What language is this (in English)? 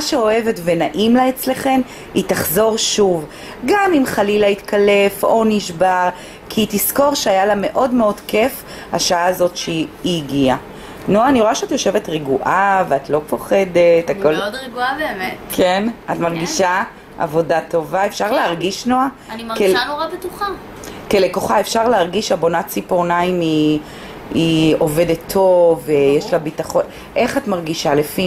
Hebrew